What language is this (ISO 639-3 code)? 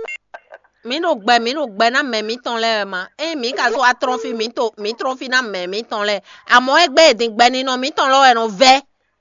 fon